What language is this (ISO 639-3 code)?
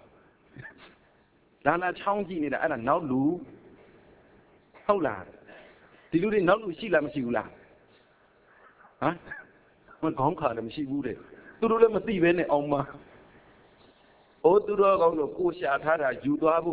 mya